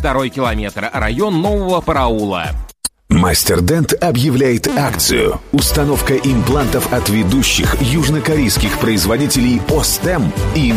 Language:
Russian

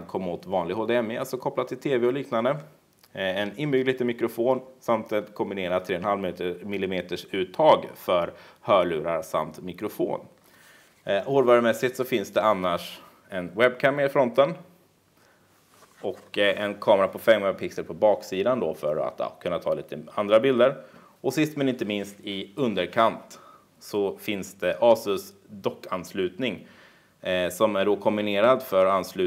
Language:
Swedish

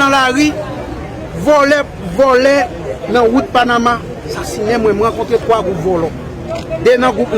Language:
Haitian Creole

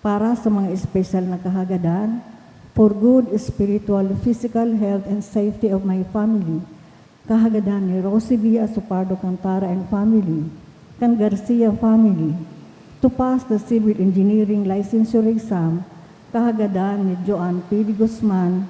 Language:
Bikol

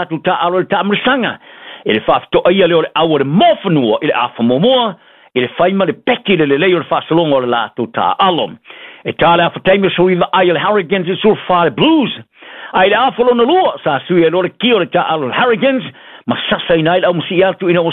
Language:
Samoan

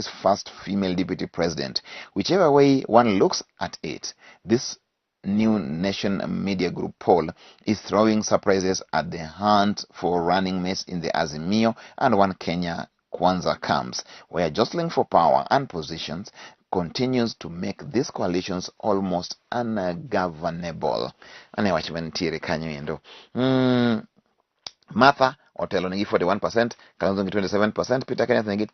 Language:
Luo (Kenya and Tanzania)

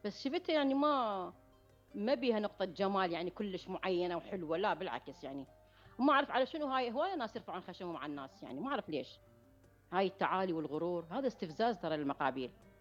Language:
Mesopotamian Arabic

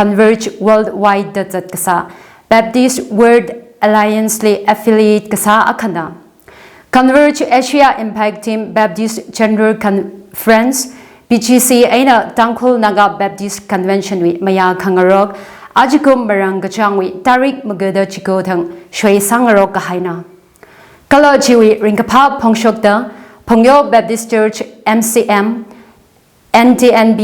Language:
Tangkhul Naga (India)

